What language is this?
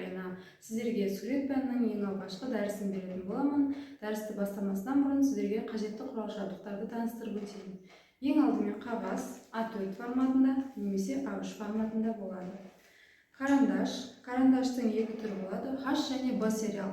Kazakh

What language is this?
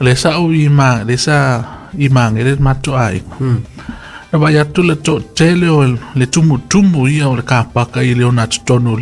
Samoan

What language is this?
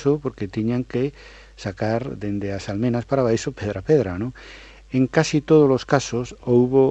Galician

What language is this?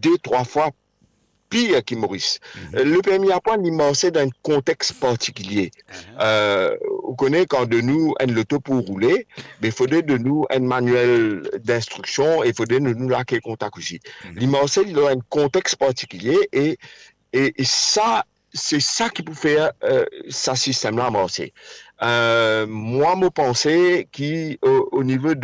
Morisyen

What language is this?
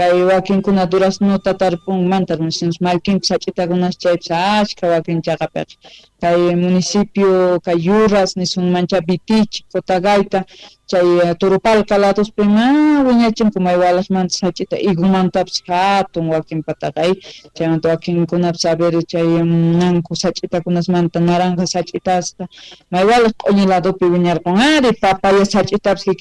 South Bolivian Quechua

